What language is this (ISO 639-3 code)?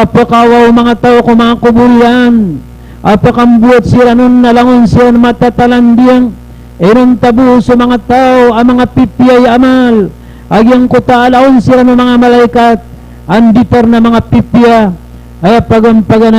mrw